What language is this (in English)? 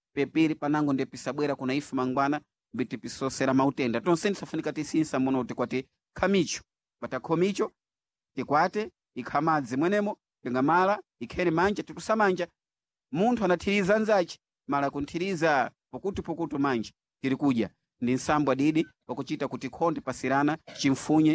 Sena